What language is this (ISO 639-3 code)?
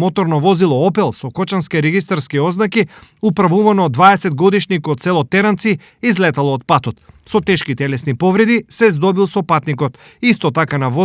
mkd